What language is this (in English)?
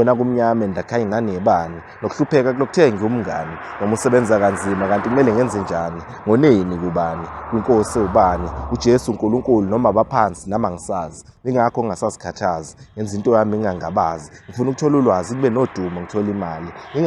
Zulu